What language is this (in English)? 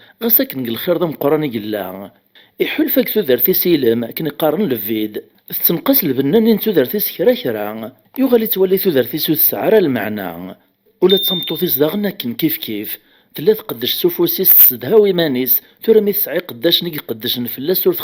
Kabyle